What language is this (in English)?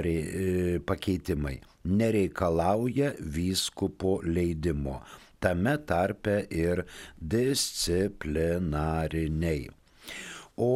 Lithuanian